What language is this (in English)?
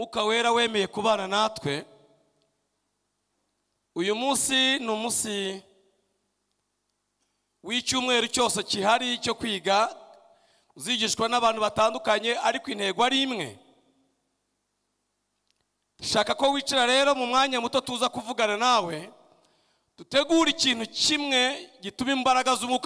Kinyarwanda